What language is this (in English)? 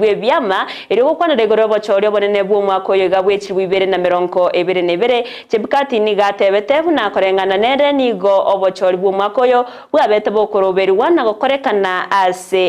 Gusii